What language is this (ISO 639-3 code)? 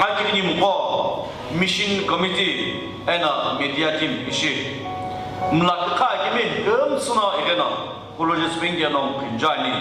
nsm